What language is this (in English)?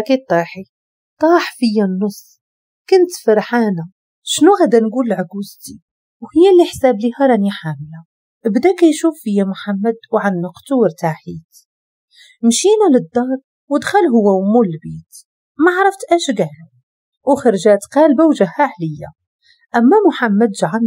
Moroccan Arabic